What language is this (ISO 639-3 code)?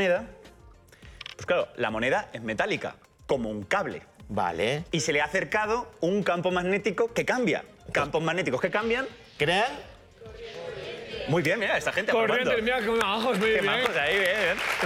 spa